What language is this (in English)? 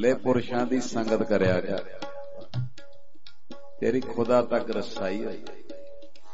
Punjabi